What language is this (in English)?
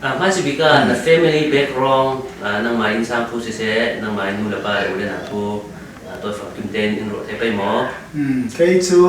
Falam Chin